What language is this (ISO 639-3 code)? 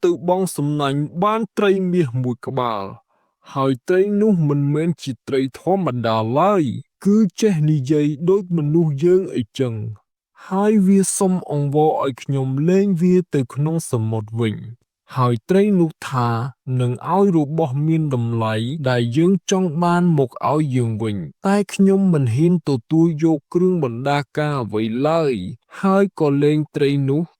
khm